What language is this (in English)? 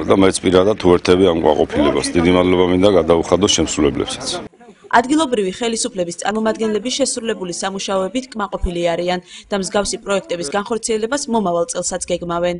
Georgian